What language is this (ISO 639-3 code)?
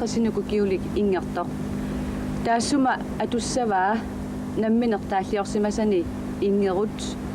kal